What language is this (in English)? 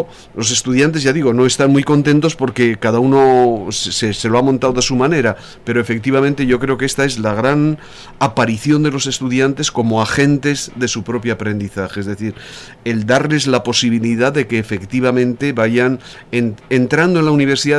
Spanish